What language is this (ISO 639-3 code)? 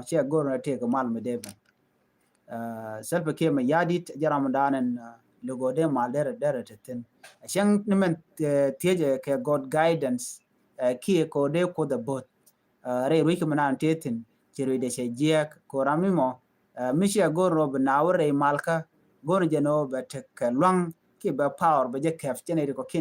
nus